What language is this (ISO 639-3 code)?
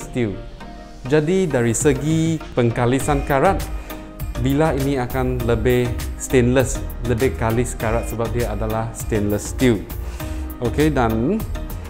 msa